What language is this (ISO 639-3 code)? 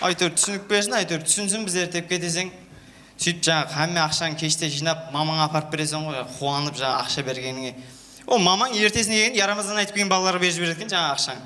kaa